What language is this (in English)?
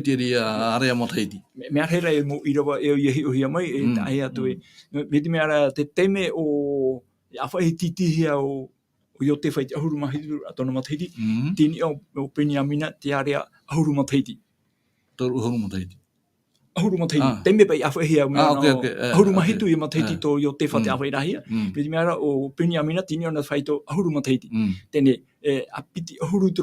Tahitian